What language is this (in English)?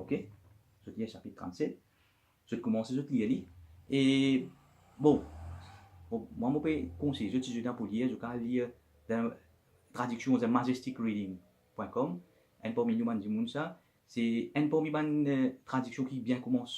Morisyen